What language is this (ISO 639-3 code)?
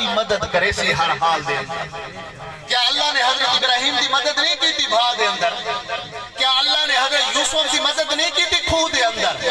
skr